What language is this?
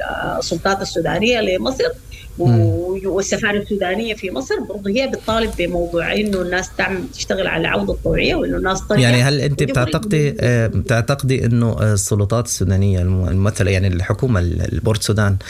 Sudanese Arabic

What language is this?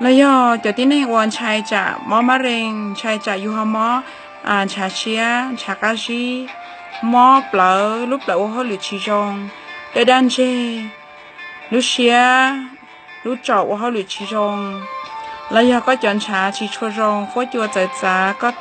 Hmong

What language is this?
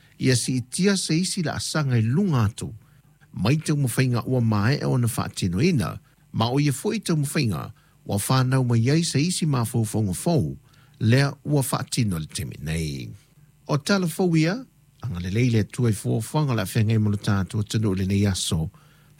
Samoan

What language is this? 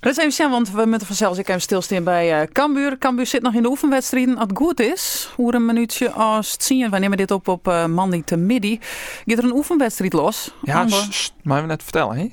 Western Frisian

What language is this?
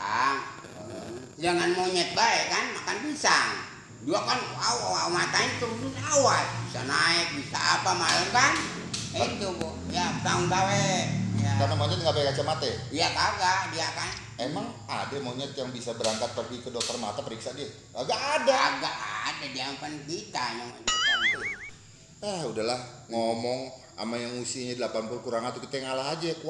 Betawi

